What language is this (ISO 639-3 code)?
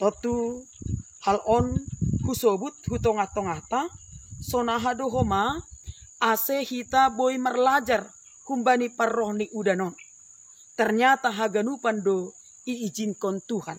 bts